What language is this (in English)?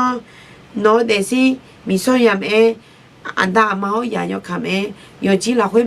Akha